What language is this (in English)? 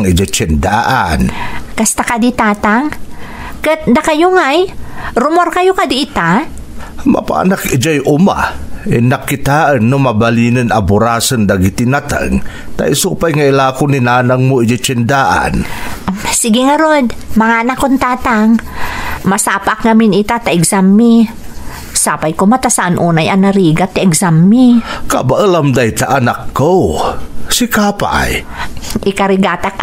Iloko